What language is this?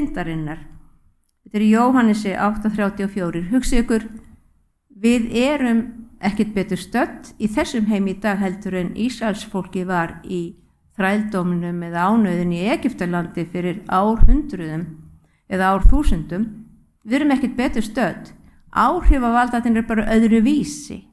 Icelandic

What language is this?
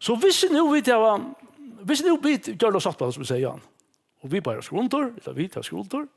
Faroese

